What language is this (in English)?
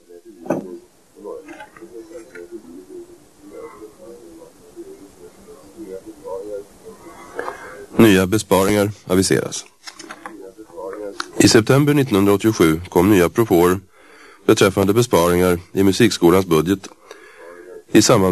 Swedish